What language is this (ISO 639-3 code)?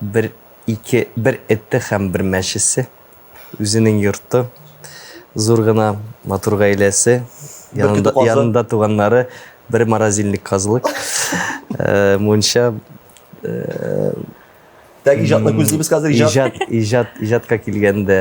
tat